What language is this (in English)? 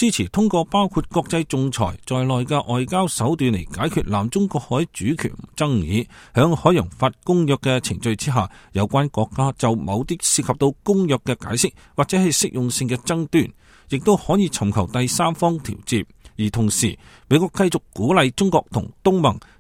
Cantonese